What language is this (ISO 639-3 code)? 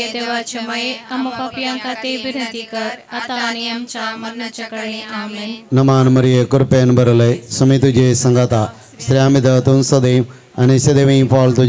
kok